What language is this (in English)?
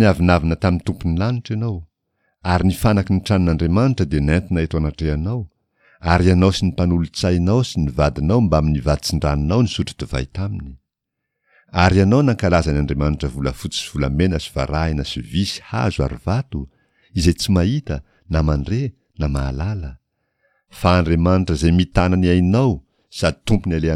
Malagasy